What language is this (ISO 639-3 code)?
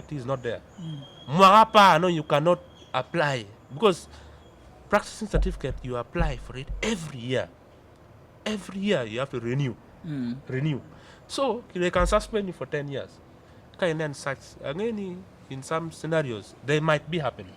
ach